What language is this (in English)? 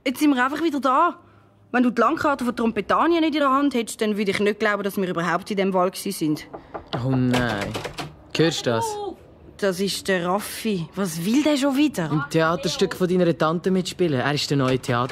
Swiss German